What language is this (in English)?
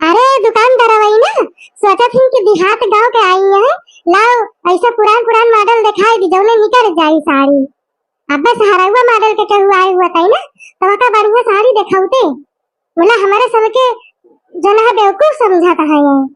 Awadhi